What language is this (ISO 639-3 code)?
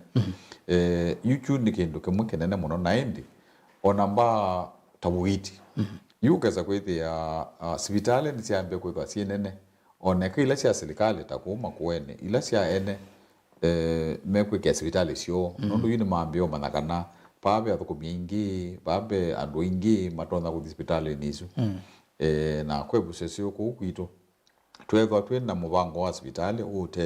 kam